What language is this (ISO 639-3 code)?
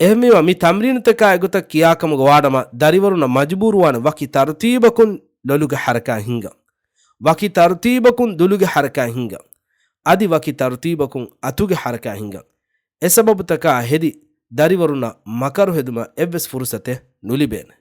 div